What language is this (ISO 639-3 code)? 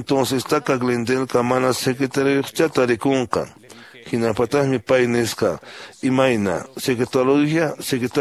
que